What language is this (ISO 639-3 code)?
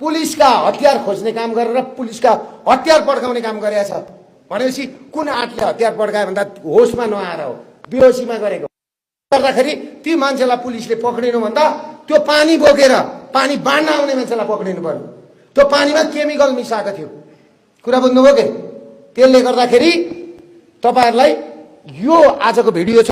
nep